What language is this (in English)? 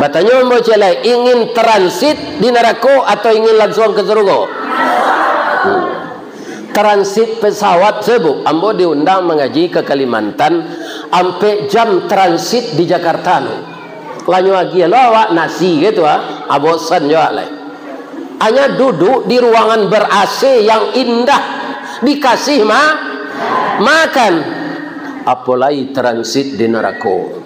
Minangkabau